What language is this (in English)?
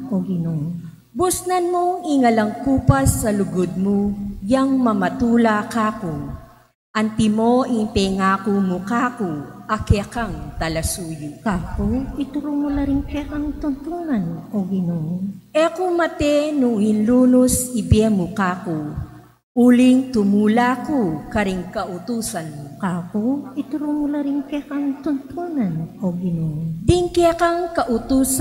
Pampanga